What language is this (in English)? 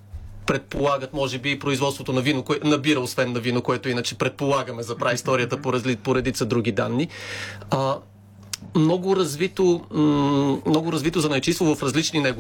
Bulgarian